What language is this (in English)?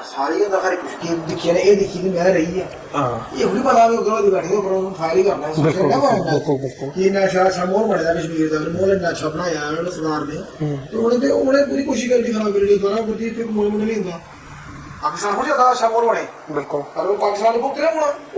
Dogri